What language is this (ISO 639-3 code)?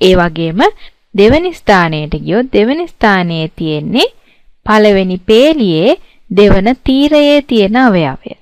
sin